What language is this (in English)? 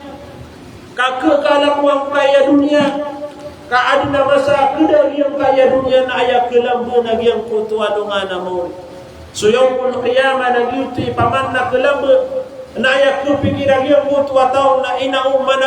Maranao